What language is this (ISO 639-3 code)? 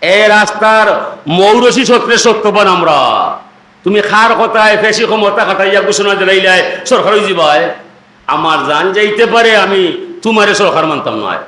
syl